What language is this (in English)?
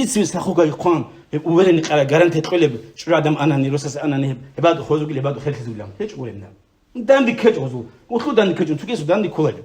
Avaric